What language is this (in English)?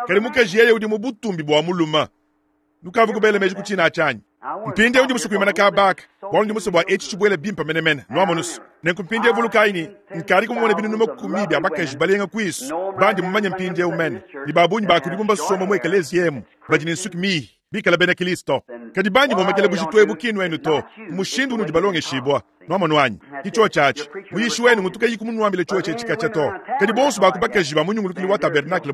Luba-Lulua